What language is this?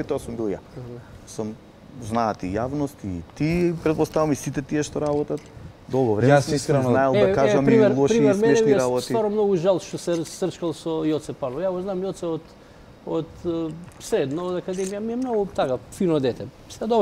Macedonian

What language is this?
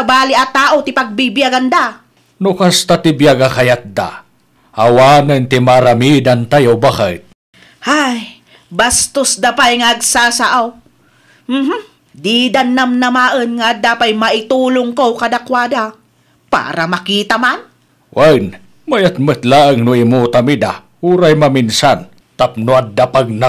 Iloko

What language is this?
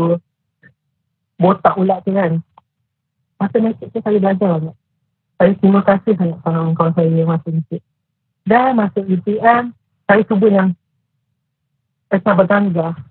Malay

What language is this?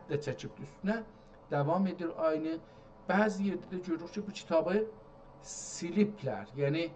South Azerbaijani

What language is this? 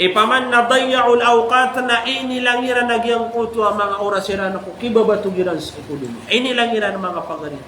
Maranao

